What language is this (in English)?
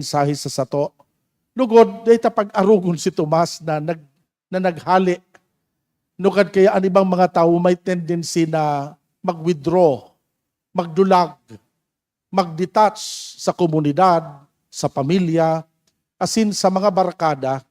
Bikol